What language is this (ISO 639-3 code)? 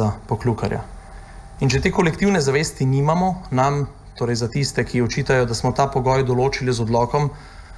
slv